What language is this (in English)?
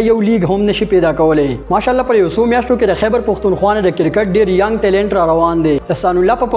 Pashto